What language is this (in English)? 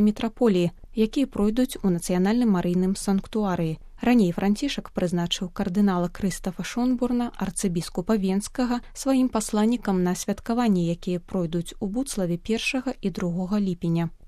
Belarusian